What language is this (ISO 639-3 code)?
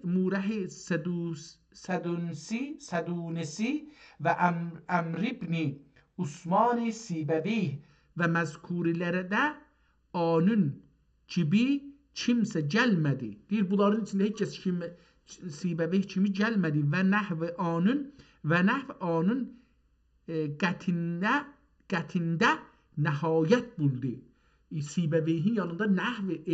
azb